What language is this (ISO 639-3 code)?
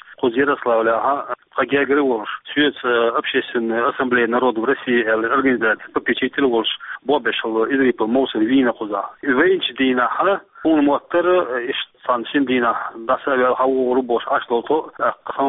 che